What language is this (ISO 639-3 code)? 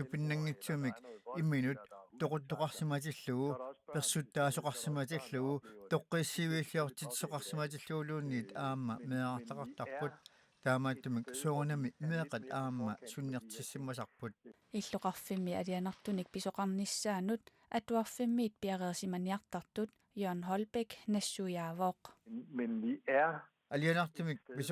kal